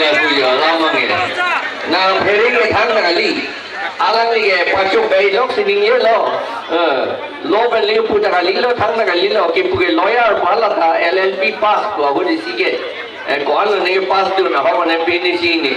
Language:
Karbi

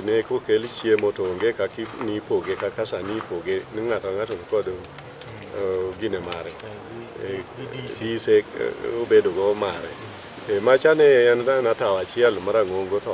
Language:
Luo (Kenya and Tanzania)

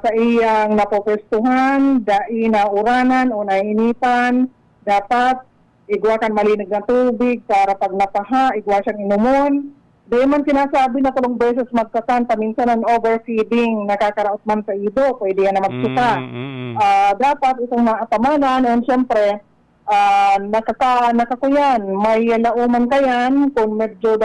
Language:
Bikol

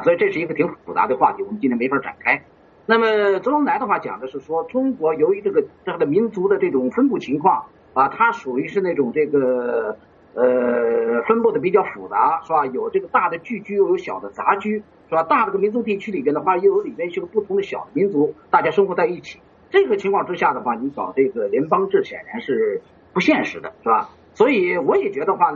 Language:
Chinese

